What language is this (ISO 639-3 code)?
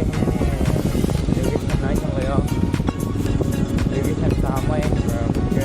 trp